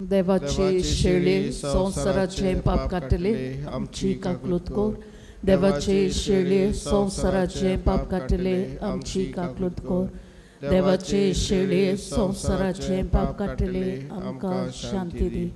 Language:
Konkani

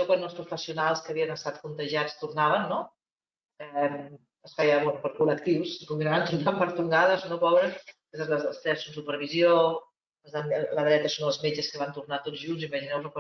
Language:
Catalan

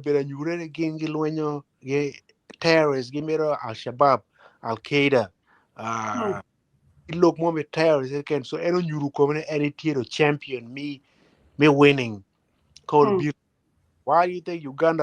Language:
Acoli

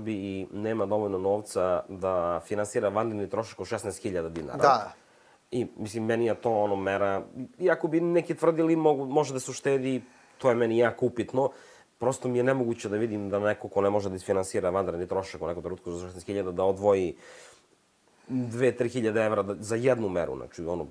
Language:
Serbian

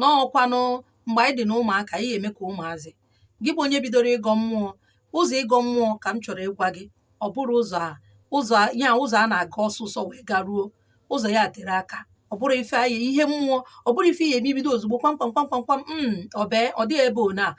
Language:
Igbo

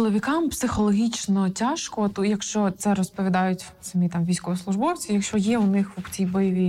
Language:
Ukrainian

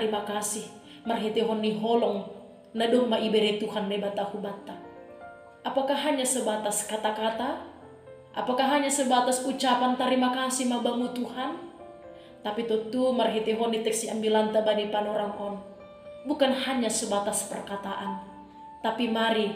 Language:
Batak Simalungun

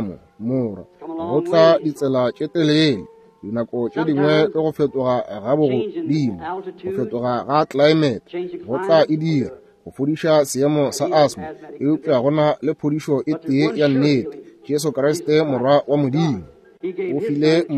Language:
Northern Sotho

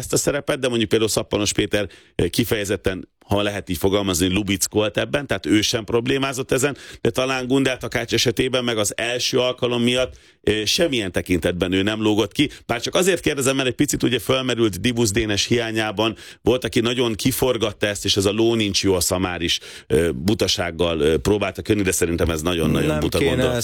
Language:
Hungarian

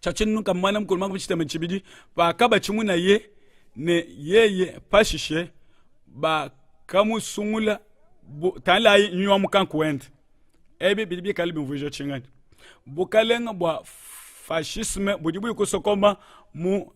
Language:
Luba-Lulua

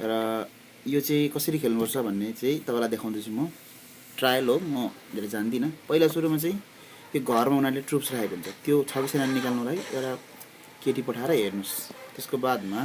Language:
Nepali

